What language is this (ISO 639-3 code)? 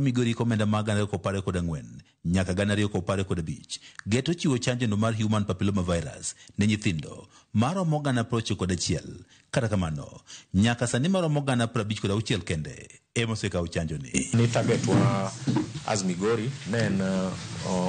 luo